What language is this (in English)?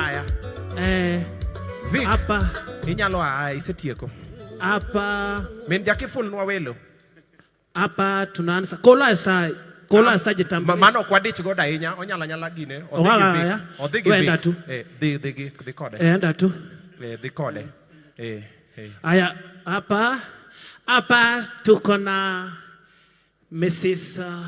Luo (Kenya and Tanzania)